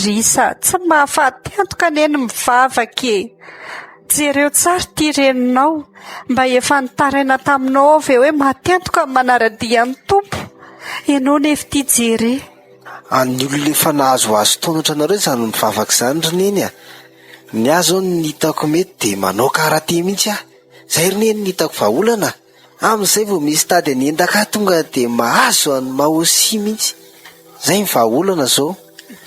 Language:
Malagasy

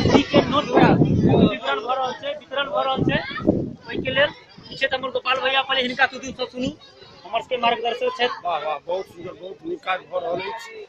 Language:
Maithili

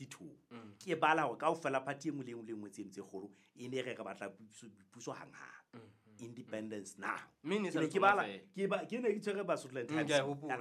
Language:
Southern Sotho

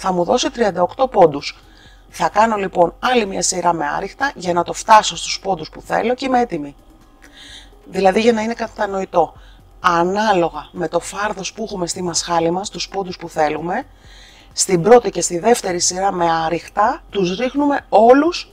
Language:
Greek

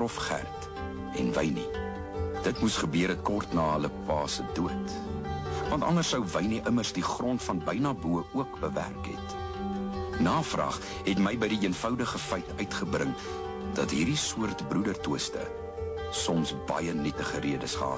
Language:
Afrikaans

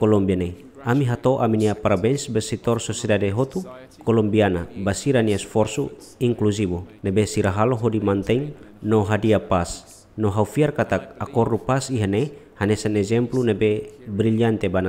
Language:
Tetum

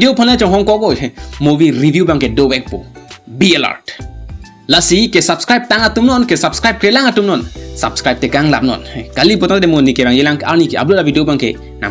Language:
Karbi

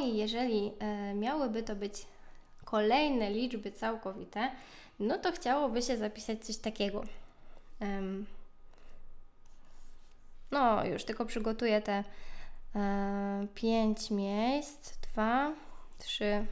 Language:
Polish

